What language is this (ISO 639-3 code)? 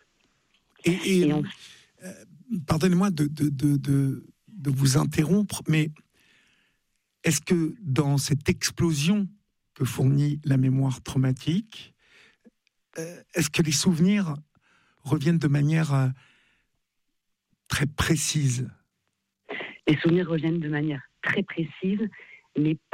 fra